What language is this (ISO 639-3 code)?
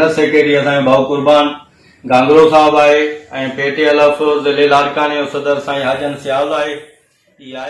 snd